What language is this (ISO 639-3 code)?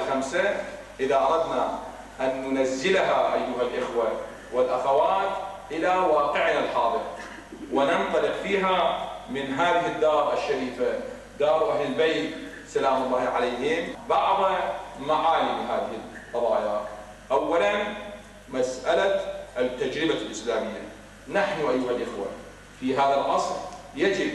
ara